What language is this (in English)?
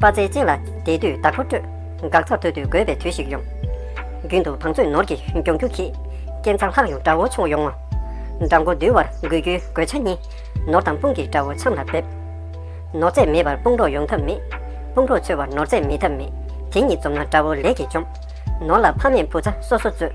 Tibetan